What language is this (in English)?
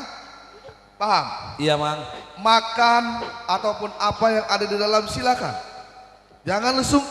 Betawi